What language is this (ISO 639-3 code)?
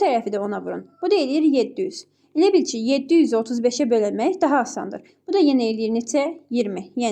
aze